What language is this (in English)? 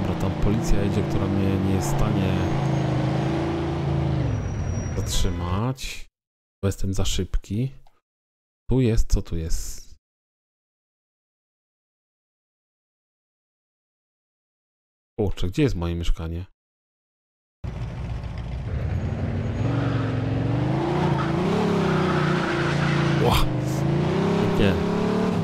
Polish